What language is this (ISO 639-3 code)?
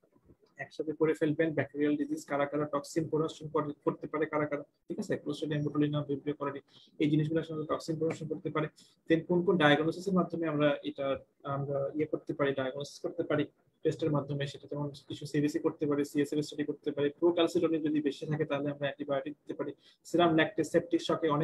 ben